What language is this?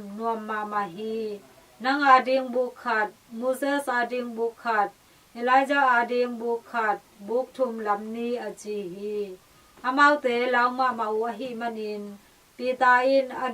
Tedim Chin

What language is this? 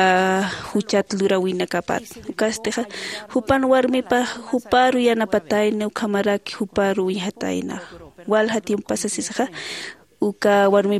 Aymara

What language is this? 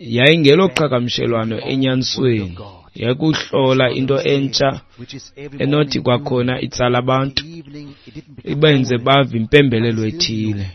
Xhosa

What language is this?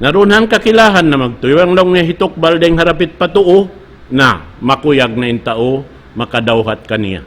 Tausug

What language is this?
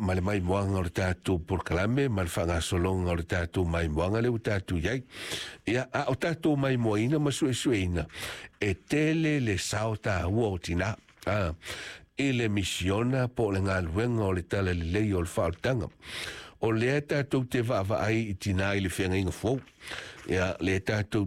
Samoan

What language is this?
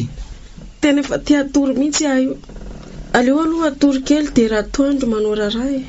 Malagasy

